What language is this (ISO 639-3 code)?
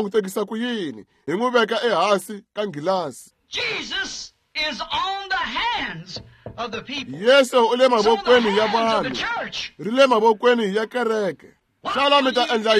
tso